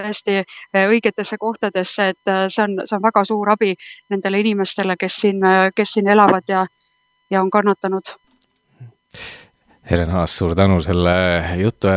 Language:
Estonian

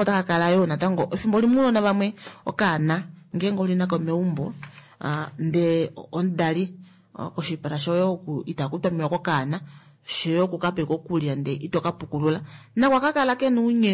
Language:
Kuanyama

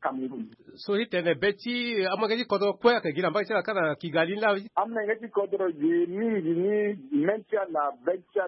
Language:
Sango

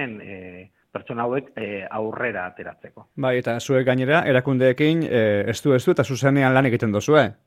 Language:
Basque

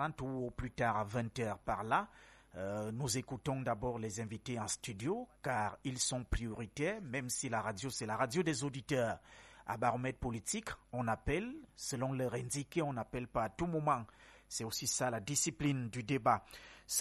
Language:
French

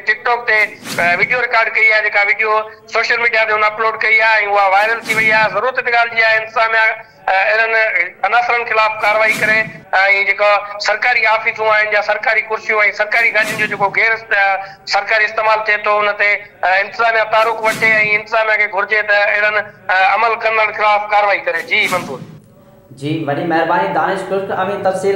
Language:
Sindhi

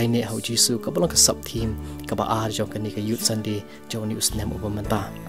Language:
Khasi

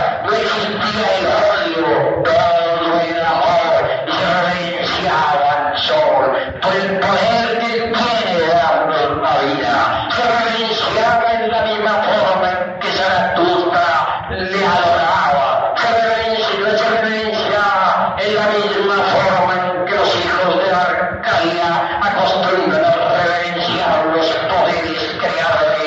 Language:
Spanish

